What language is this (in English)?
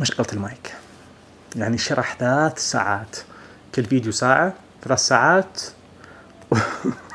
Najdi Arabic